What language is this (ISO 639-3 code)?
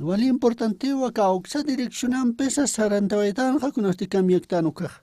aym